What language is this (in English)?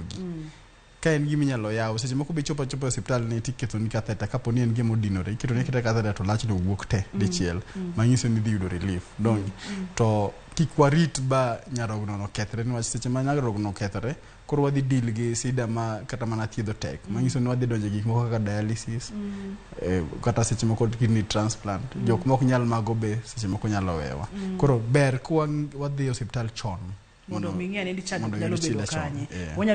Luo (Kenya and Tanzania)